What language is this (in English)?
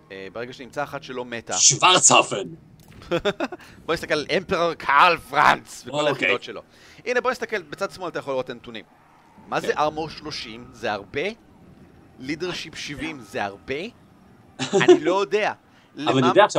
Hebrew